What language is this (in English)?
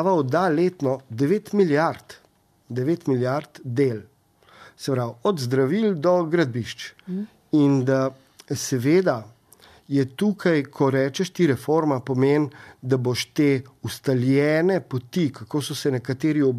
Slovenian